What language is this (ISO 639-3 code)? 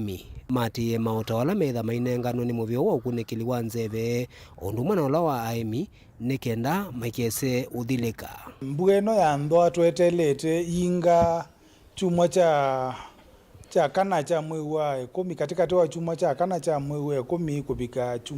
kam